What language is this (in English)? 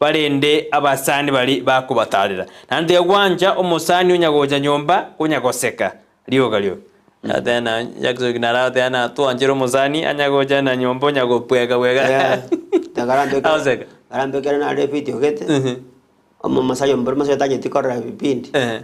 Gusii